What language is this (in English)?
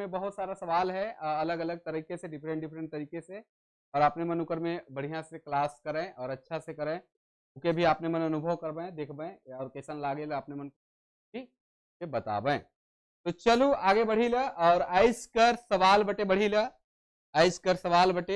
Sadri